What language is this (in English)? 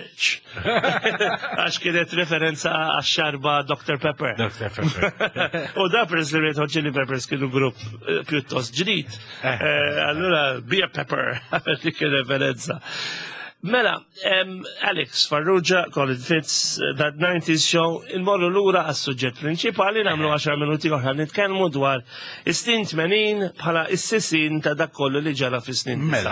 Maltese